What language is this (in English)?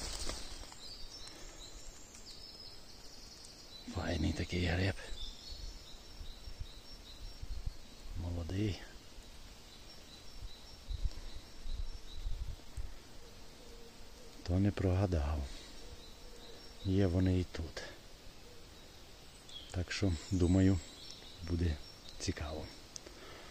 Ukrainian